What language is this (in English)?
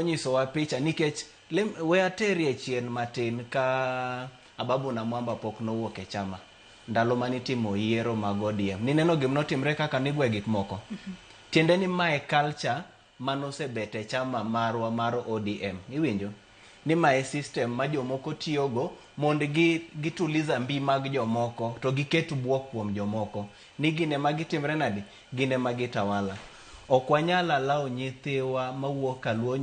Luo (Kenya and Tanzania)